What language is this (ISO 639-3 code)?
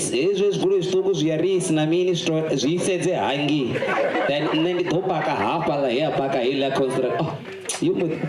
ven